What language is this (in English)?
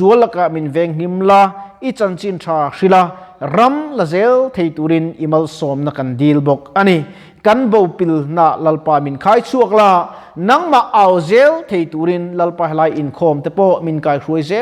Mizo